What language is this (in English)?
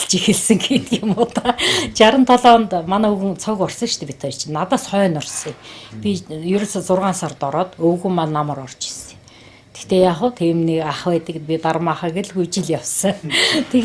Mongolian